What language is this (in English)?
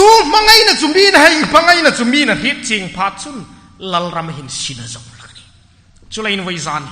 Hmar